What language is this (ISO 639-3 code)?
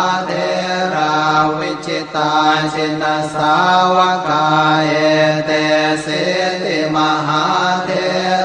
pli